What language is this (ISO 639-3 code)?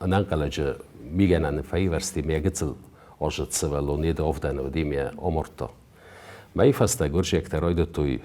oss